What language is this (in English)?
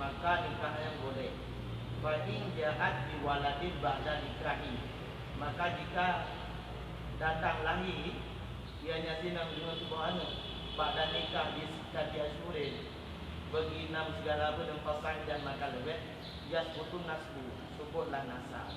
Achinese